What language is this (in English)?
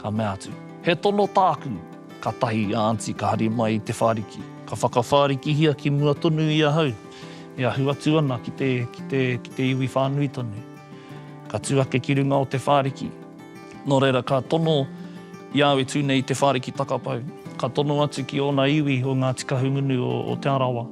Māori